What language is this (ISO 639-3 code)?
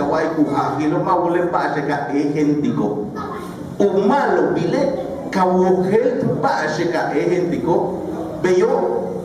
yua